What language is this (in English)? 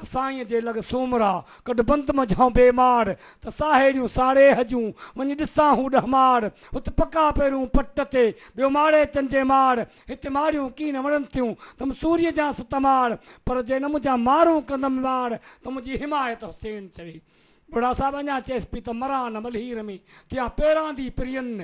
Sindhi